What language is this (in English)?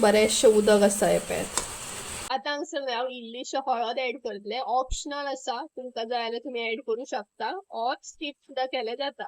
Konkani